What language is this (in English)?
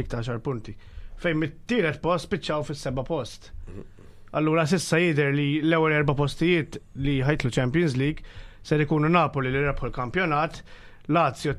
Maltese